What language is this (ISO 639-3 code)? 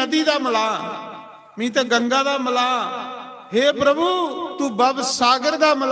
doi